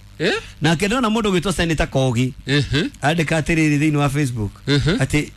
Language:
Kikuyu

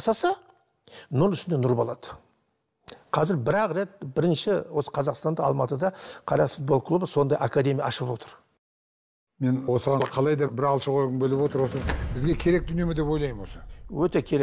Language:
Kazakh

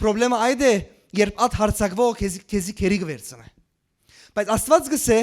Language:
Western Armenian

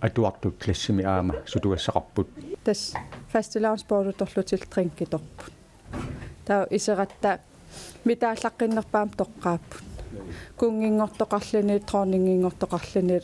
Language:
Kalaallisut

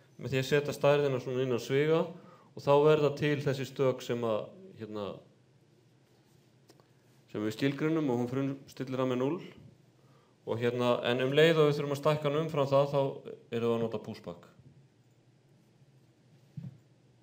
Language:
Icelandic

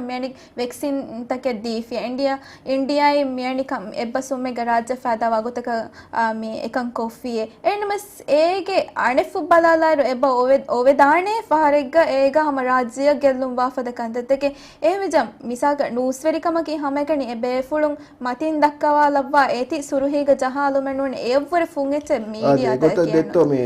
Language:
Divehi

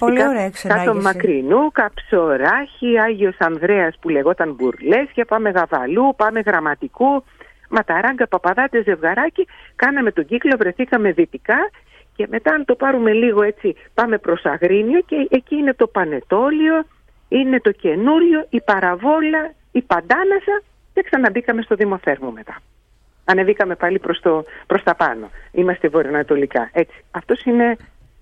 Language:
Greek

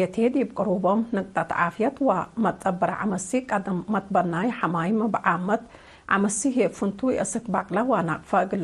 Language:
Tigre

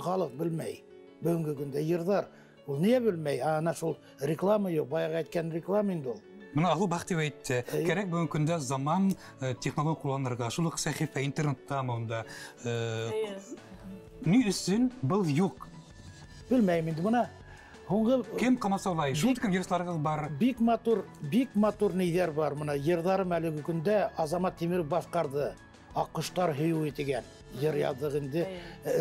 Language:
Bashkir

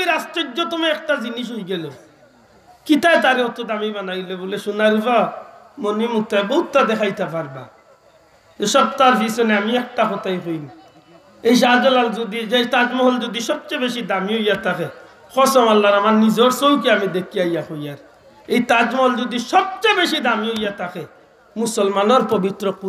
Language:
Sylheti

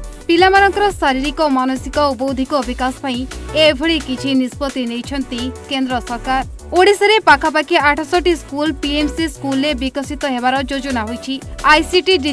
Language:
Odia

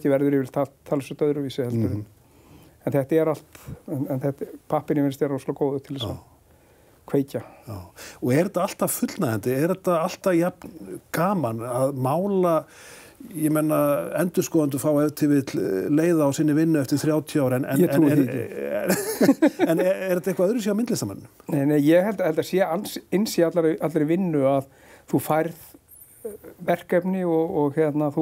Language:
Icelandic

